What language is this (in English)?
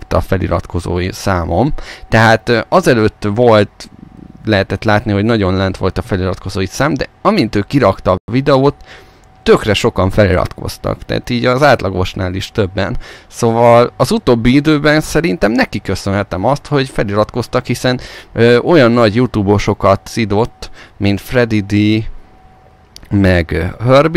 Hungarian